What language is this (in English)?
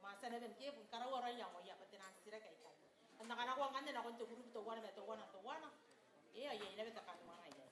Gilbertese